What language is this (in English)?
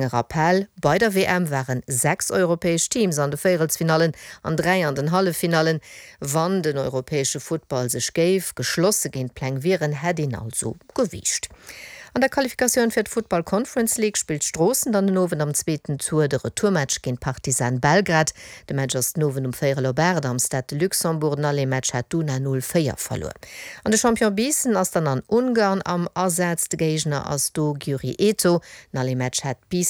Luxembourgish